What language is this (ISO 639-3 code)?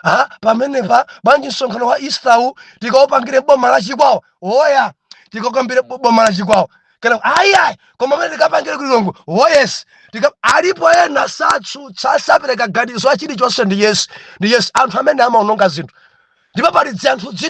nya